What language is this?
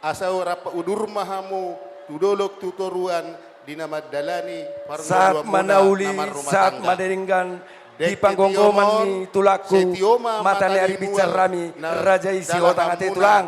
Batak Toba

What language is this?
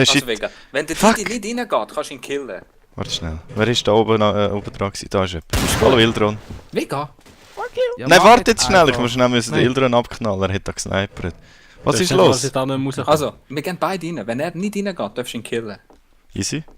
Swiss German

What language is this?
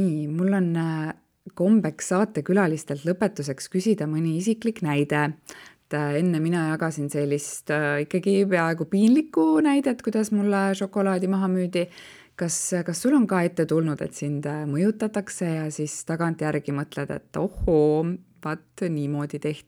Estonian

